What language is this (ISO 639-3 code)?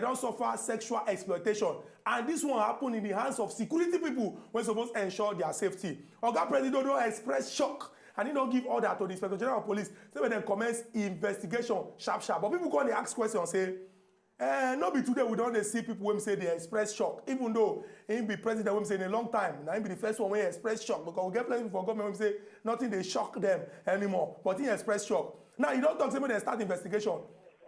pcm